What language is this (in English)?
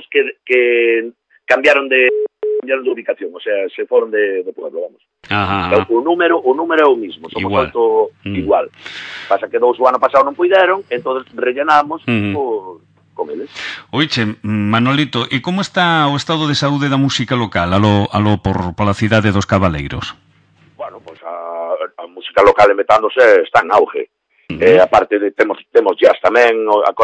Galician